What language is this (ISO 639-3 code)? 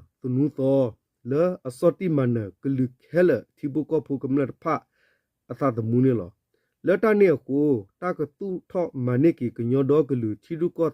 ksw